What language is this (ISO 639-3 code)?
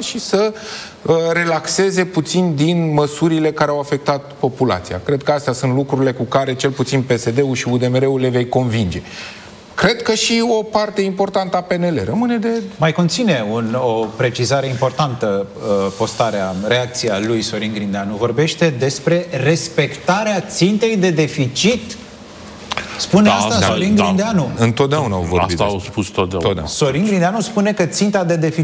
ron